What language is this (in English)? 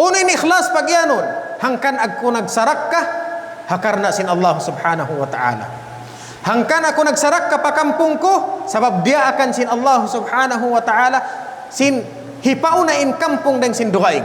Tausug